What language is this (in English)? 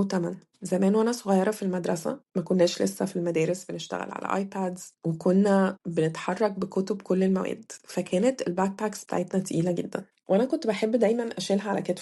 Egyptian Arabic